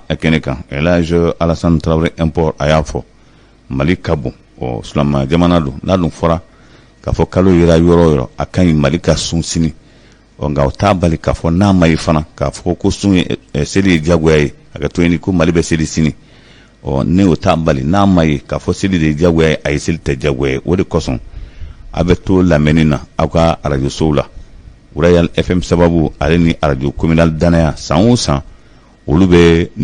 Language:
Bambara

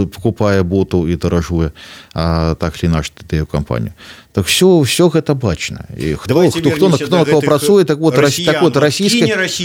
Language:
Belarusian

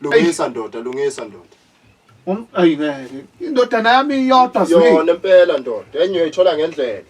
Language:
Zulu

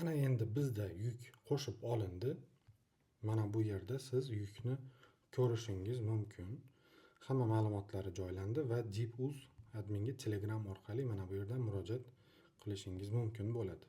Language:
Uzbek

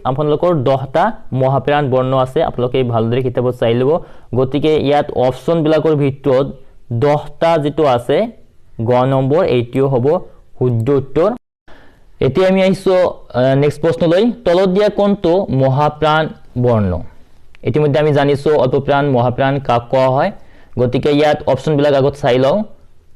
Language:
Assamese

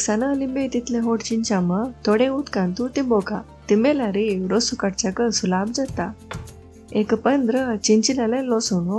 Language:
Konkani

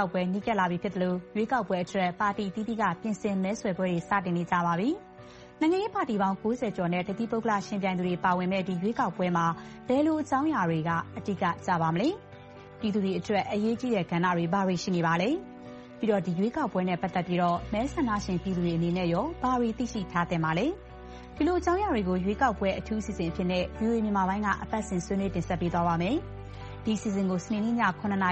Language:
Burmese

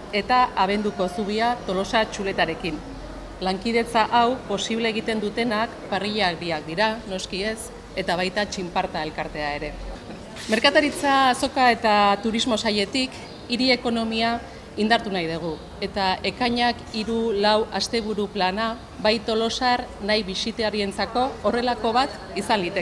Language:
Basque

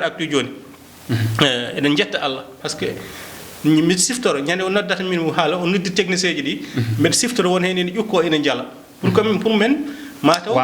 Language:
Fula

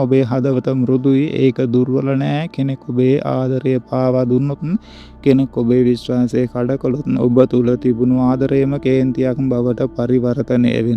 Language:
Sinhala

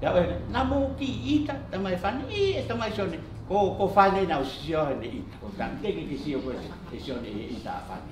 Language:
Tongan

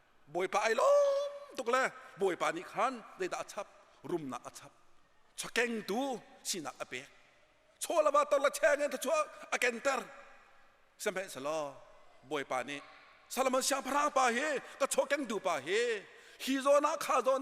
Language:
Hakha Chin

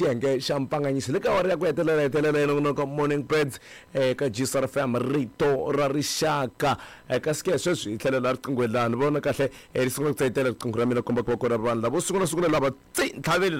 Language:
Tsonga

